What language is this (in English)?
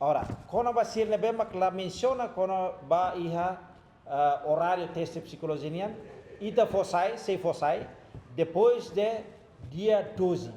Tetum